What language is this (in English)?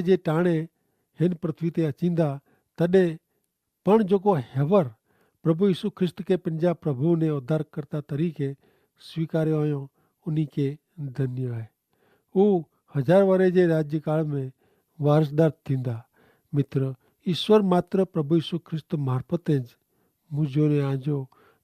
Kachhi